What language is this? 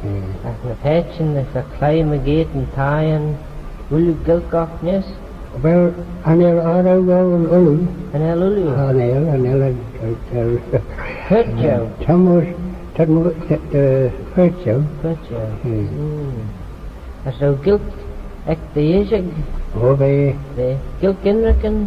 Manx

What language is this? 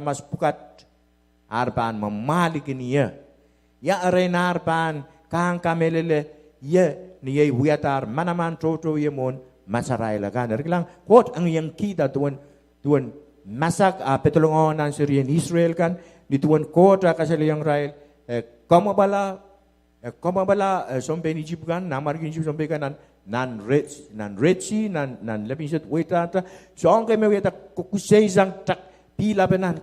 Pohnpeian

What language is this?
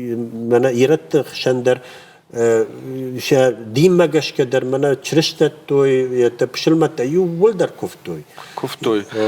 Ossetic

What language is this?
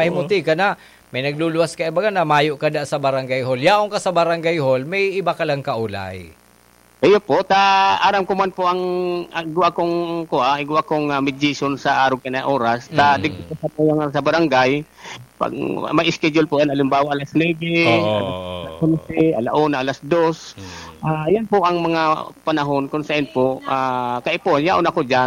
Bikol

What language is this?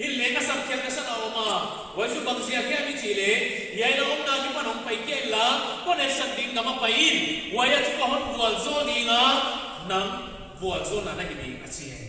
Paite Chin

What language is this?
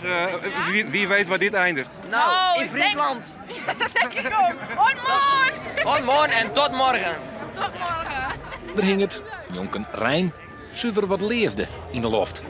Western Frisian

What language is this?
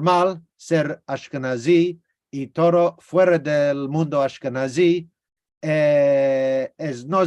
Ladino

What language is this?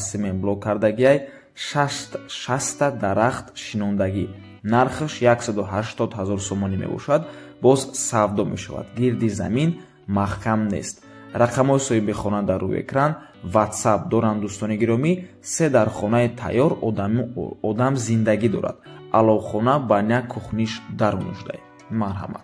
Tajik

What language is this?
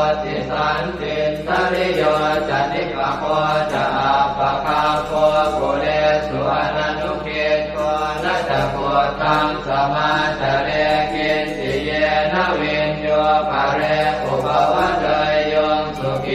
Pali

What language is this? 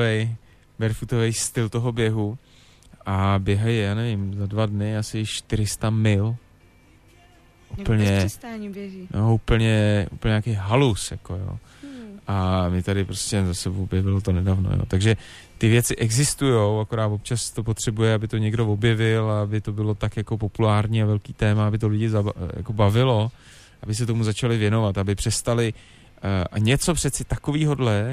Czech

